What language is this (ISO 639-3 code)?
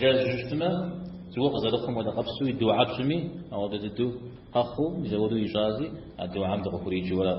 kbd